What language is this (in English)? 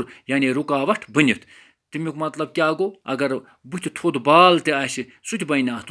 Kashmiri